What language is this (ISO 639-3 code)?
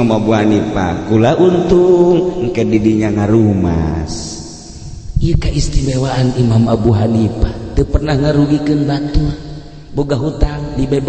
sun